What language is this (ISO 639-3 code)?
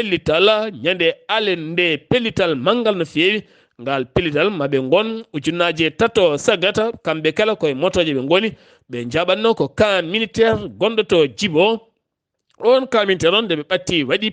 ful